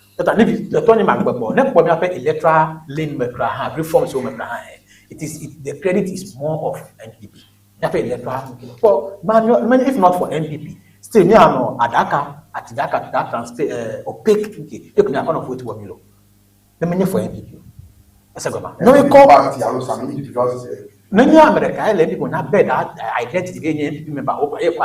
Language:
Ewe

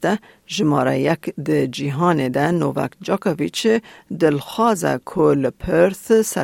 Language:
Kurdish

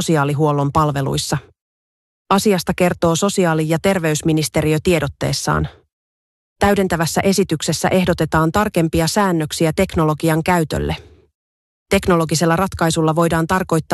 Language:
Finnish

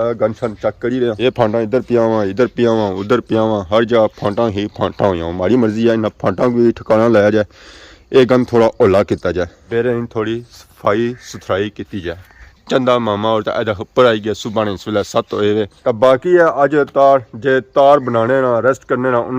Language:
Pahari-Potwari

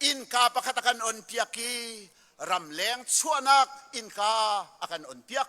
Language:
Hakha Chin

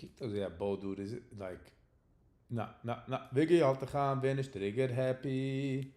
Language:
Yiddish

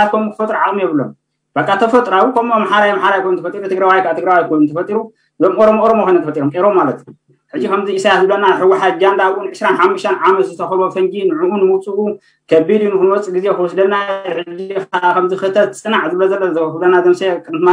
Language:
Tigrinya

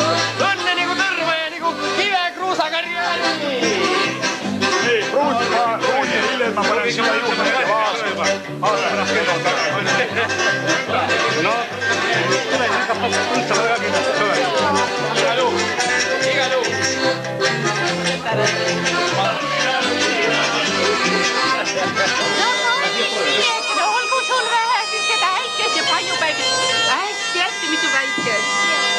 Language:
Estonian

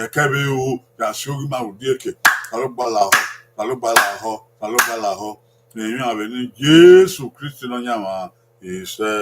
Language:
Bini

